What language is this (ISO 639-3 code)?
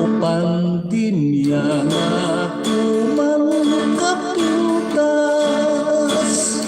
hil